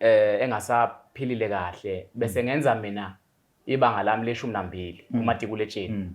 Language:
Zulu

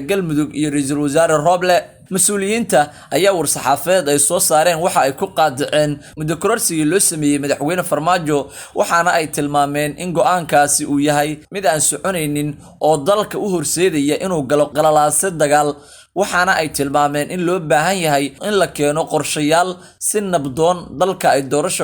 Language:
Somali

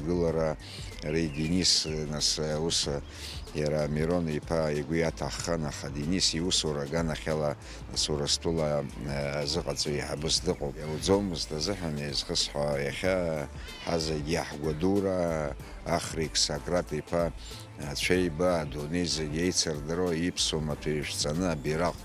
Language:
Abkhazian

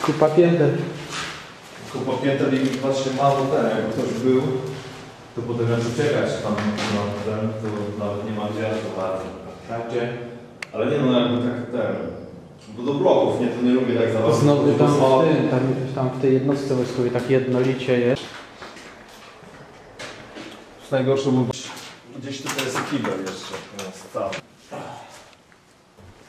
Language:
Polish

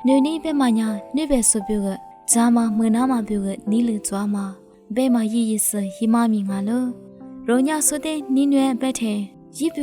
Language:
Lisu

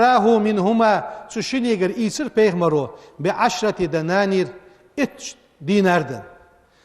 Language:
Ingush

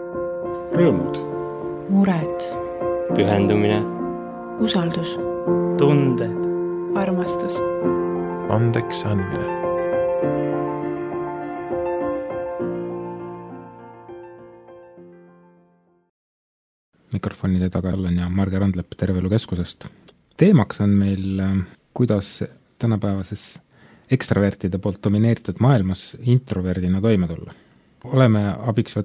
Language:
Estonian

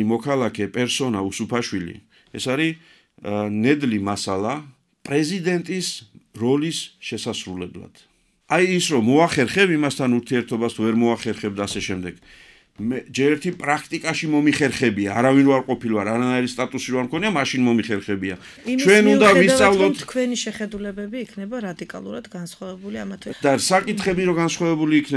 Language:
Georgian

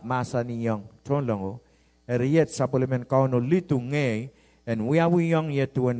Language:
Pohnpeian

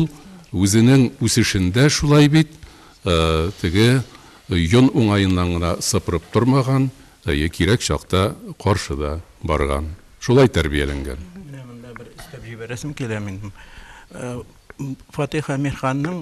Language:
Tatar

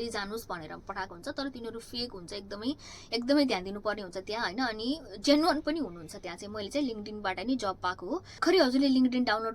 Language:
Nepali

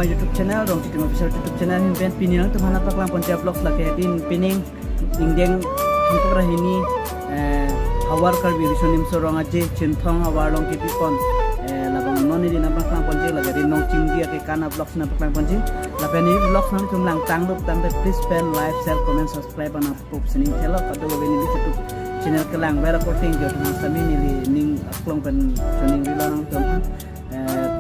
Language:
Karbi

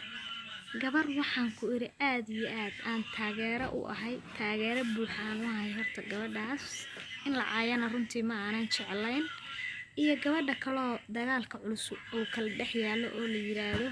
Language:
Somali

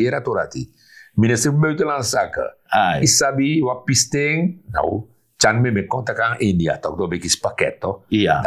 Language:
Sranan Tongo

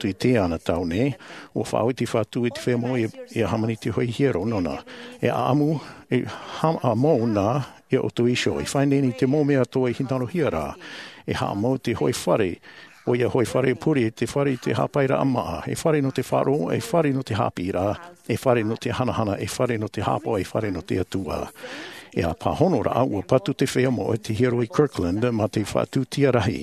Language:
Tahitian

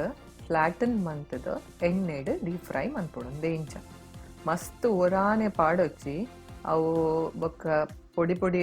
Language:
Tulu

